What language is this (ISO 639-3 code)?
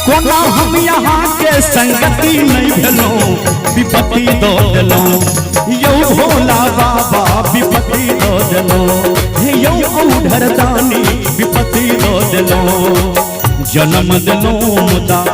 mai